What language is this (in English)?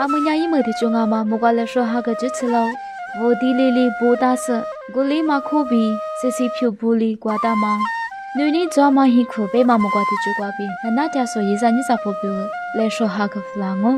Lisu